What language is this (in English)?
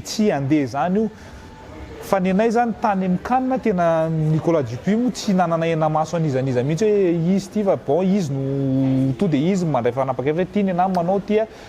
Malagasy